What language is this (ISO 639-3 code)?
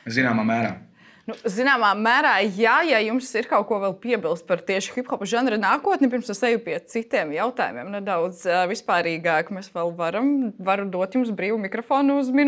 lav